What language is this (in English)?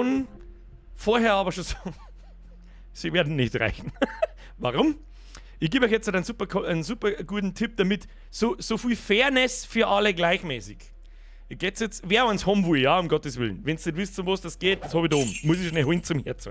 Bavarian